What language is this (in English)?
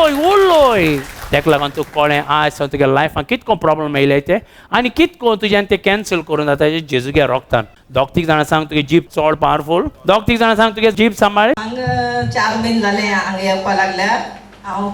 Konkani